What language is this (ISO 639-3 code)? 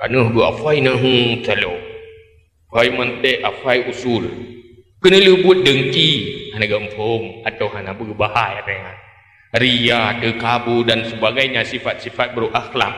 ace